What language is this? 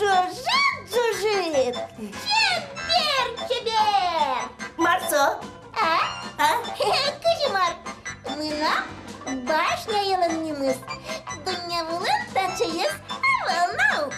Udmurt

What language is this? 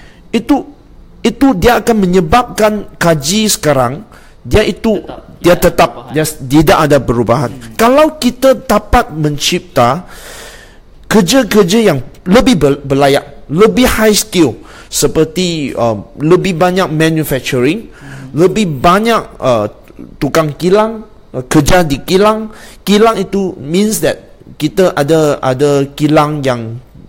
Malay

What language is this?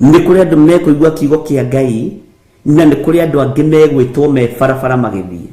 Kikuyu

